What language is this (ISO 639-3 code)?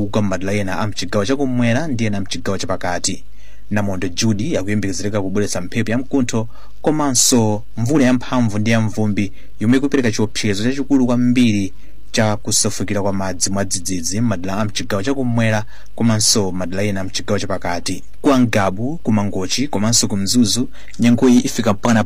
nya